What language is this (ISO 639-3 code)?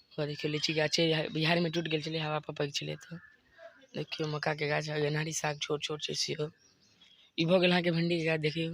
mai